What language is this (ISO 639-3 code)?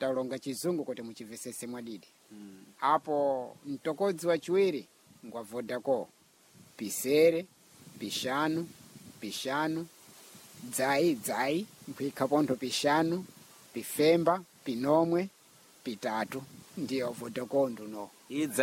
seh